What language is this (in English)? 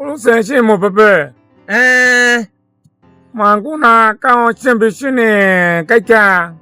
Tiv